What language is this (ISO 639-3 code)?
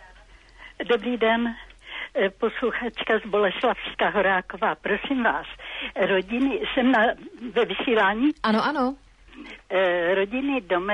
ces